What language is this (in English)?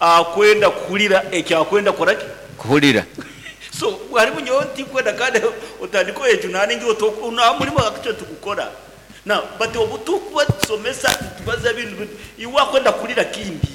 Nyankole